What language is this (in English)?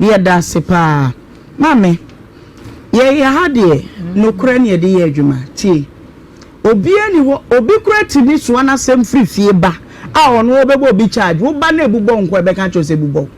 Akan